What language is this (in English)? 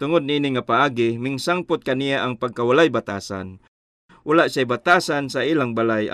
Cebuano